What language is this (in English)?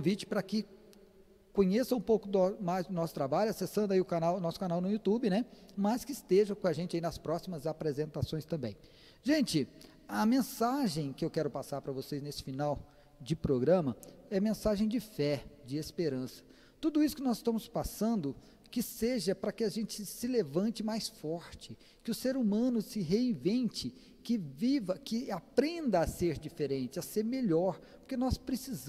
Portuguese